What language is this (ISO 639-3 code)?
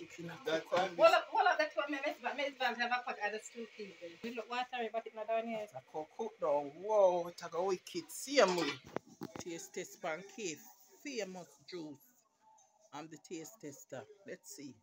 jam